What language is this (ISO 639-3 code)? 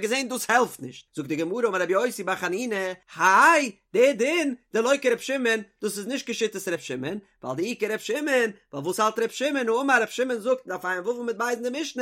yid